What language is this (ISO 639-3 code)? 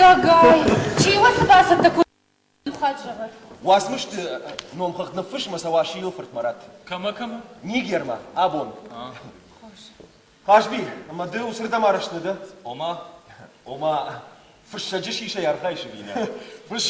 oss